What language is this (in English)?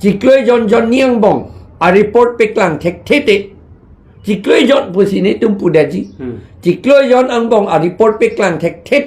Karbi